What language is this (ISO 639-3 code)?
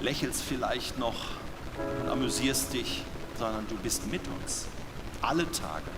gsw